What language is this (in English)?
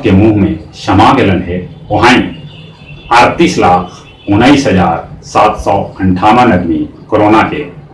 Magahi